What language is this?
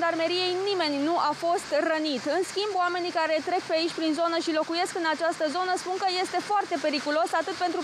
Romanian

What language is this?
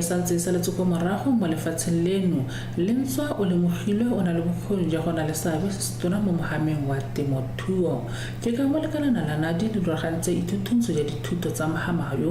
Tswana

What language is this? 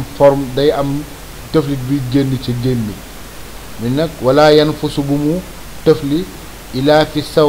Wolof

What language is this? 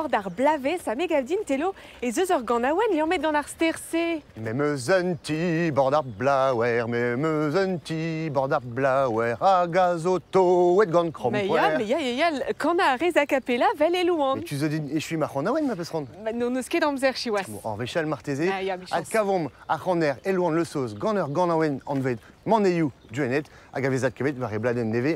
Breton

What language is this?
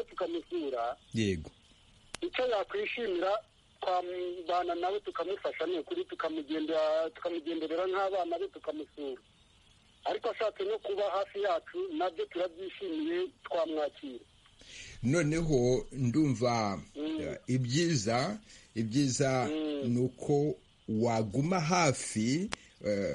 Kinyarwanda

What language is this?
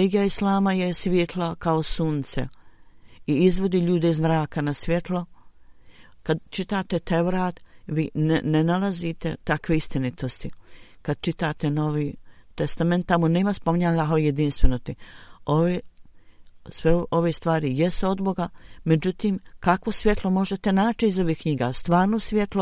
Bosnian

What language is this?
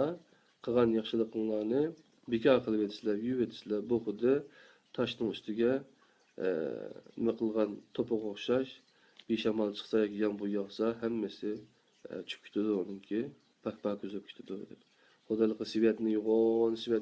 Uyghur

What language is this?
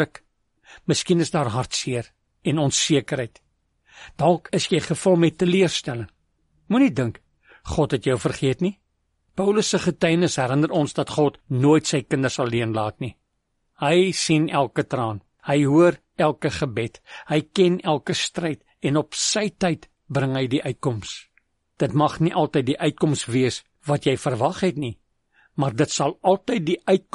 Afrikaans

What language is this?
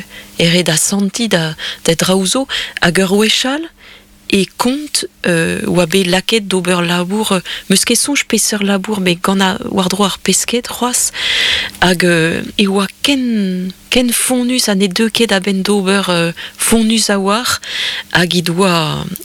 Breton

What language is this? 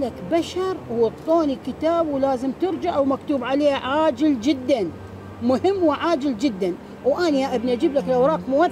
Mesopotamian Arabic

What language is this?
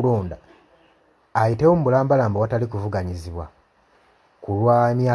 Ganda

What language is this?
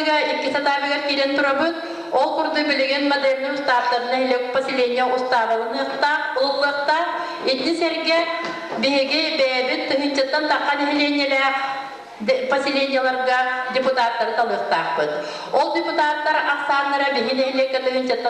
Yakut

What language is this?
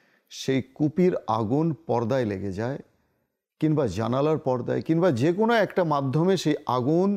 Bangla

